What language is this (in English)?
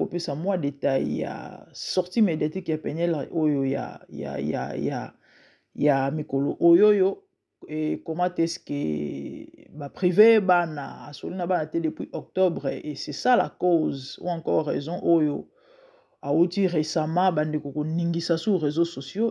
Lingala